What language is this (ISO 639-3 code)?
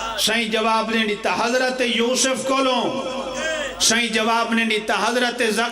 phr